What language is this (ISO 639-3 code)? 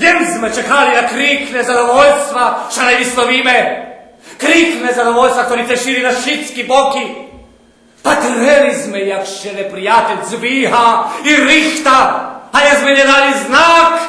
rue